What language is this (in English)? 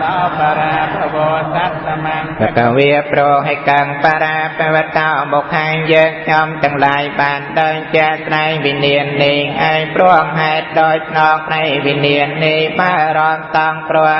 Khmer